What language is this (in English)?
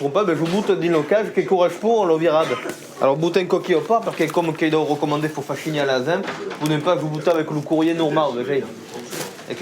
Occitan